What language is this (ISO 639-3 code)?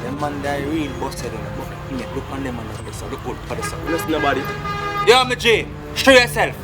jam